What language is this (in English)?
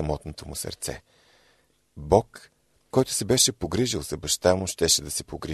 Bulgarian